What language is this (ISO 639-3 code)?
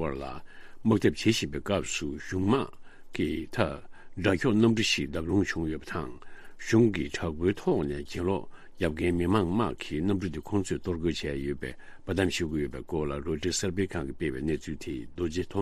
bod